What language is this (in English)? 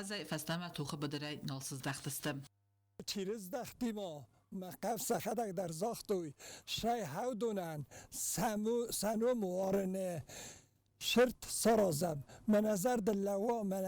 Ossetic